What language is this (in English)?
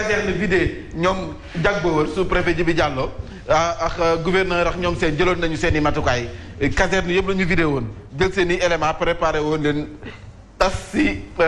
Wolof